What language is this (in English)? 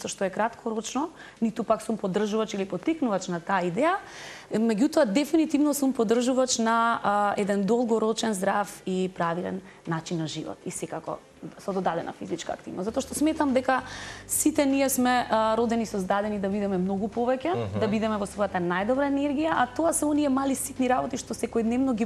Macedonian